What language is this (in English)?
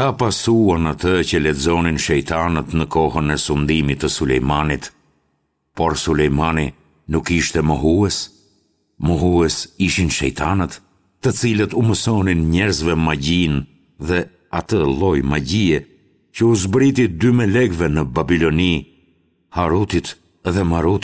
Albanian